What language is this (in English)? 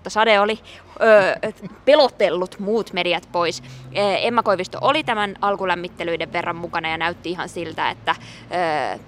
Finnish